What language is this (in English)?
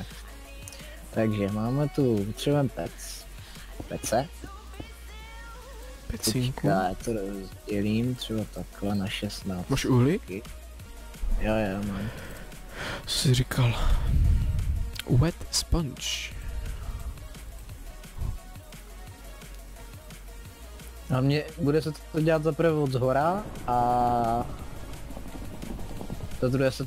Czech